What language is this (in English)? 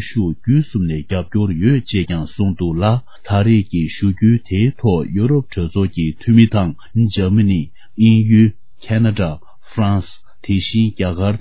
Tibetan